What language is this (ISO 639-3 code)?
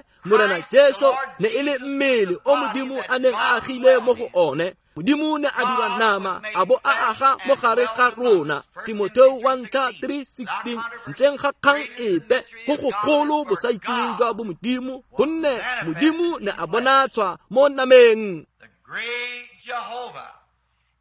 tsn